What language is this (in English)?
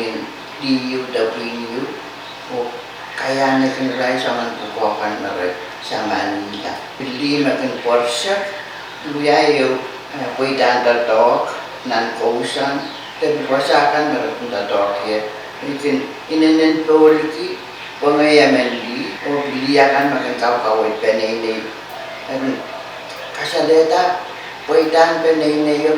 Pohnpeian